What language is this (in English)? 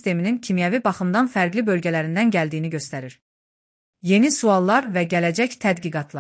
Azerbaijani